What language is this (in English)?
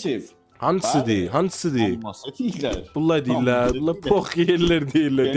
South Azerbaijani